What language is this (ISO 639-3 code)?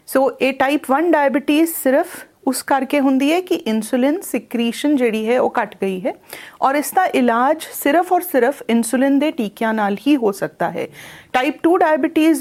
pan